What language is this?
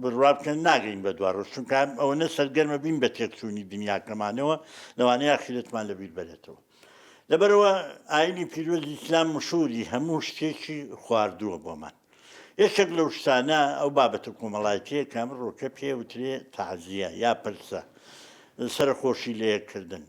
Central Kurdish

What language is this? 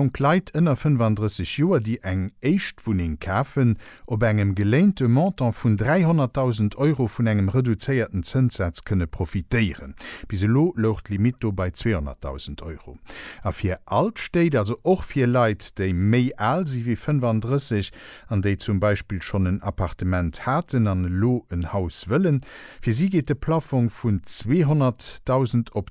Luxembourgish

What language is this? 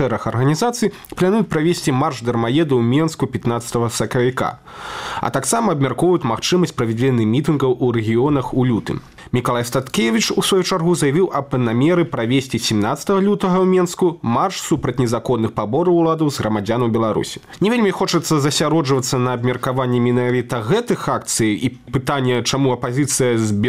Belarusian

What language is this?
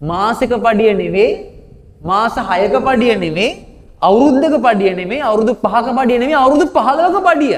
Sinhala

